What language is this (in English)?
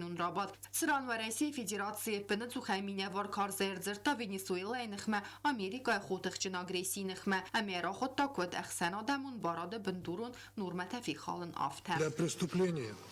Ossetic